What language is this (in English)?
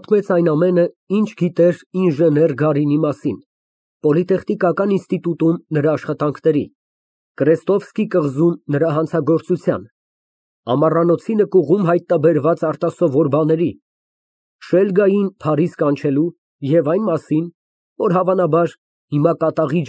Armenian